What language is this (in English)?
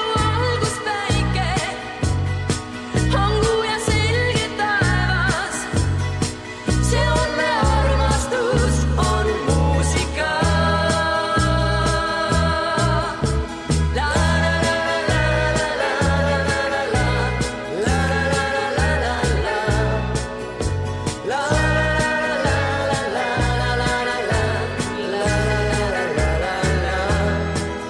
Estonian